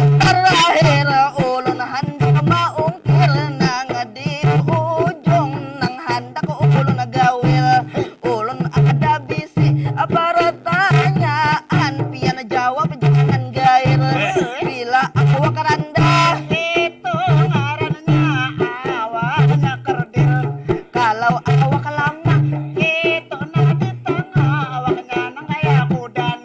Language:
Banjar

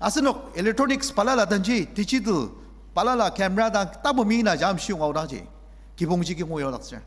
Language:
Ao Naga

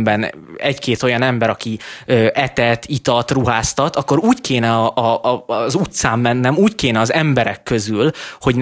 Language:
Hungarian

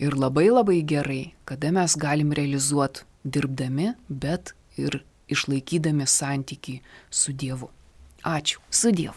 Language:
Lithuanian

